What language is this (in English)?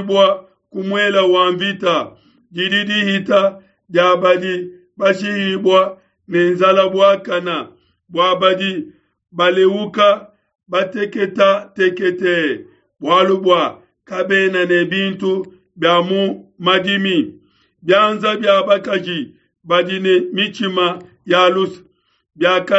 Luba-Lulua